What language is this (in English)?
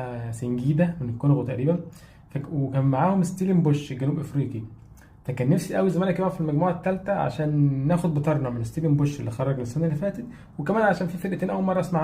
Egyptian Arabic